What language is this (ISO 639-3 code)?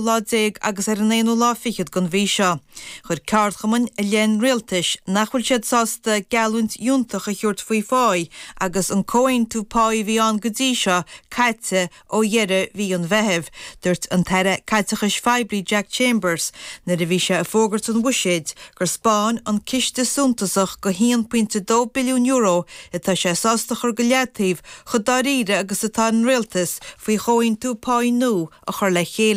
gle